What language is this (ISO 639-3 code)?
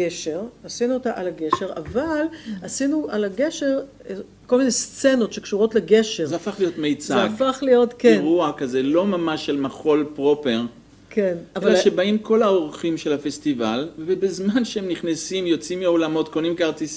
heb